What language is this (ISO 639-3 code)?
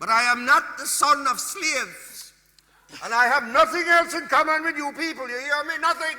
jam